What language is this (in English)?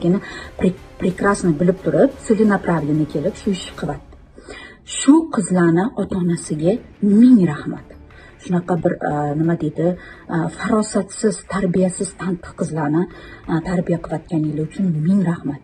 Uzbek